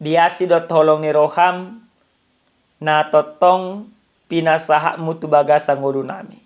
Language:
Batak Toba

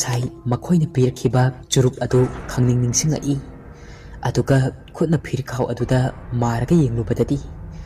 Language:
Manipuri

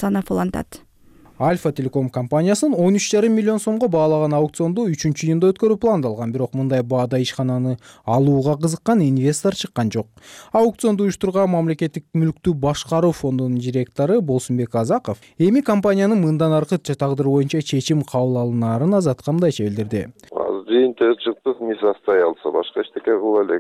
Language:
Kyrgyz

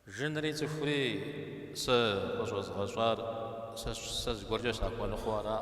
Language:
Kabardian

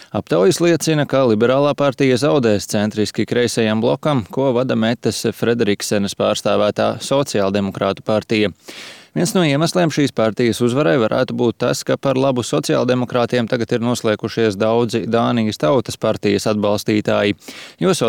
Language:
Latvian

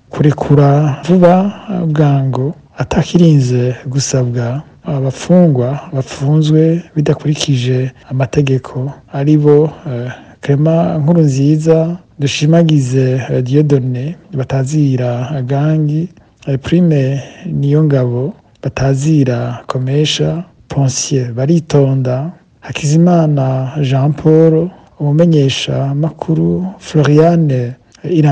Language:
Rundi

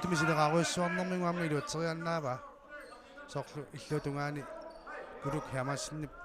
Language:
Kalaallisut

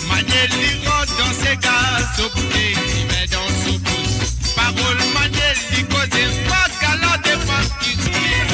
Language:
Morisyen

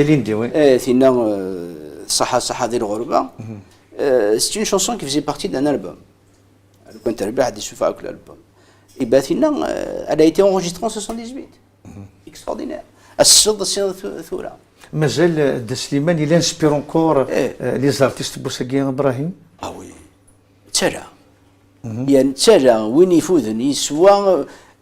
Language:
Kabyle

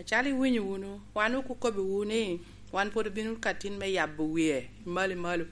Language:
Lango (Uganda)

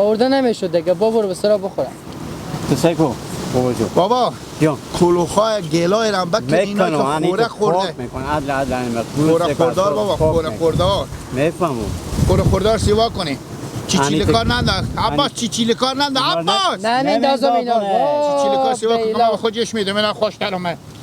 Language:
Hazaragi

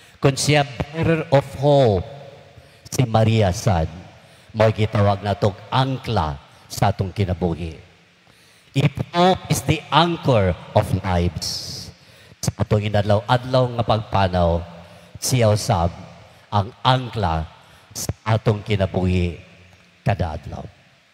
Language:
Cebuano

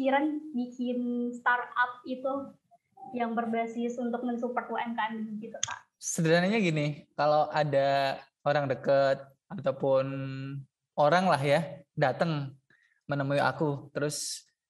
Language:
Indonesian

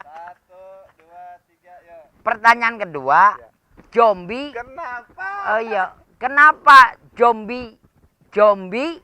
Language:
Betawi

